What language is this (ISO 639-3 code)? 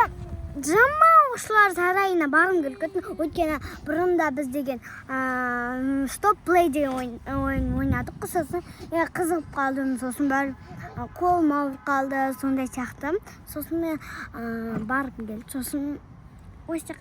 kaz